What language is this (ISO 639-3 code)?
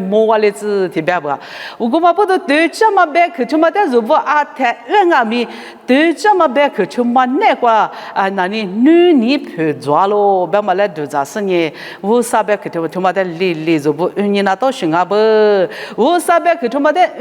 lis